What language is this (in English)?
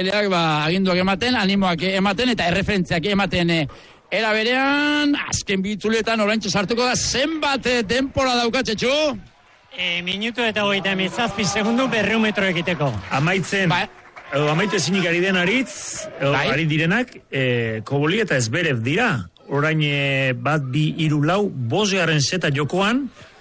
Basque